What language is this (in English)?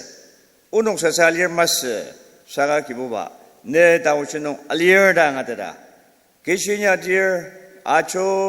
Ao Naga